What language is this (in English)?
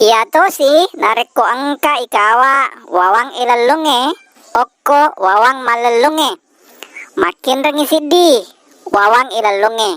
Buginese